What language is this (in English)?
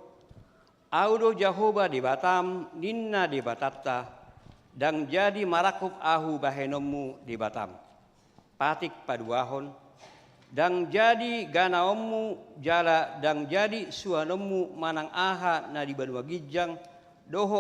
Batak Toba